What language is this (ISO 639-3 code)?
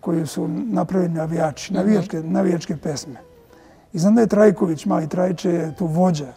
srp